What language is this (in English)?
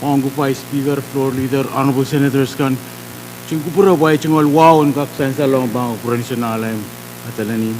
Pohnpeian